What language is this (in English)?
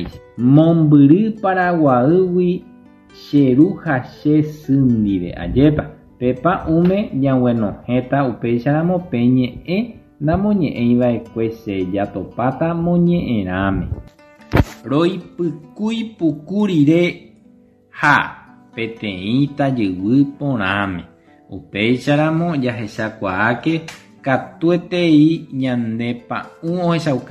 Guarani